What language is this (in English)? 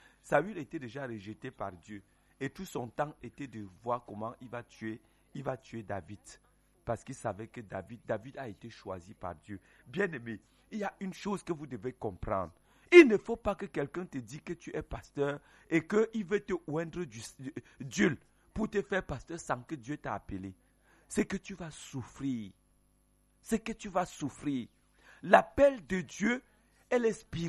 French